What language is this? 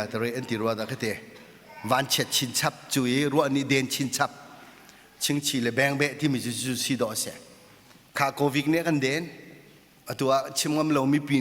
Hakha Chin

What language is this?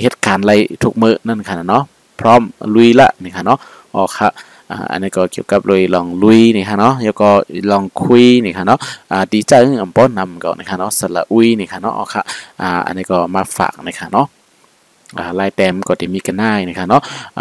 Shan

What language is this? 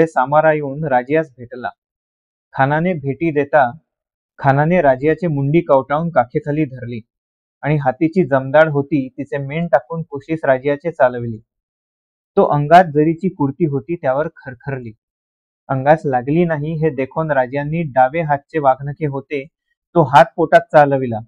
Marathi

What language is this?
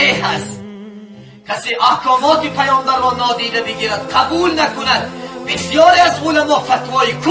Tajik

